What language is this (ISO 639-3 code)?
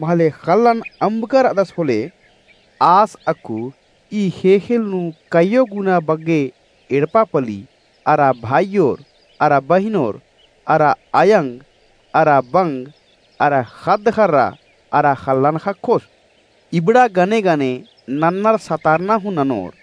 kru